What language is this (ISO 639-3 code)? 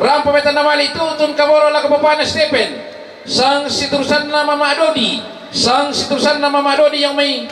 sda